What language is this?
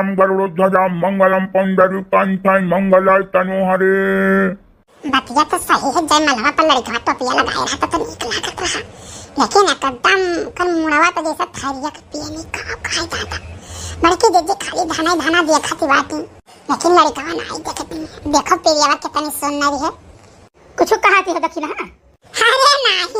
Awadhi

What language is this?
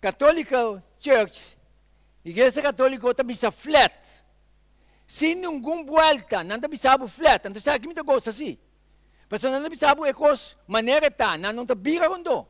Papiamento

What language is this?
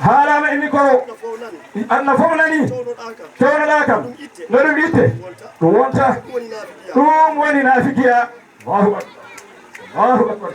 Fula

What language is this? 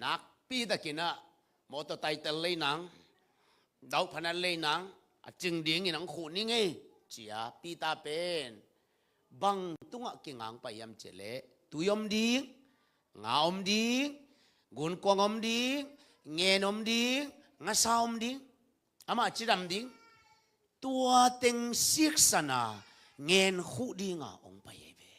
Tedim Chin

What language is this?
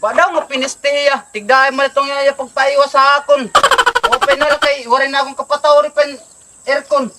Waray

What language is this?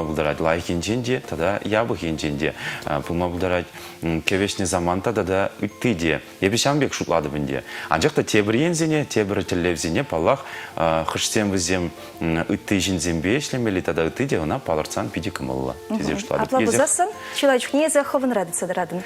Chuvash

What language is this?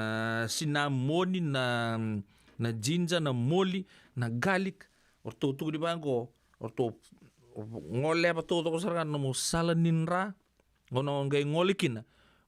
Fijian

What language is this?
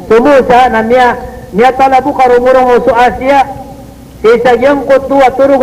Maranao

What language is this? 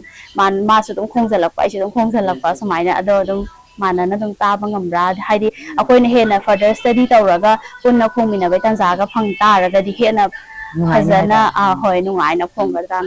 Manipuri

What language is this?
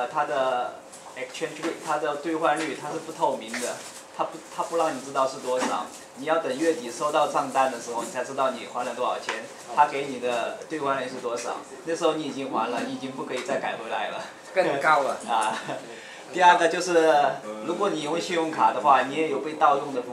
Chinese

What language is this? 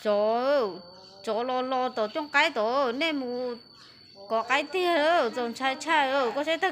Hmong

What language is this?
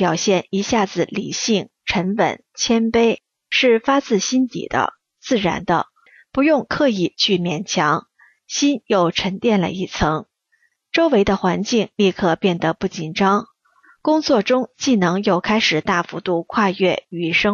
Chinese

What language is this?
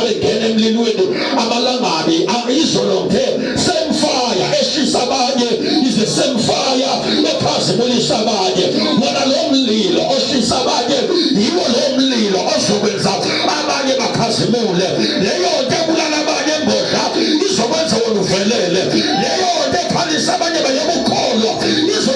Zulu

